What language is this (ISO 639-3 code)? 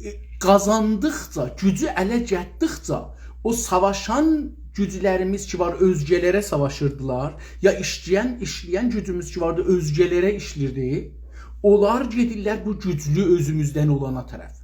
azb